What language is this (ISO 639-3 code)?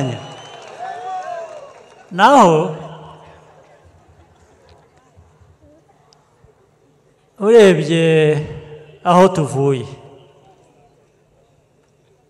kin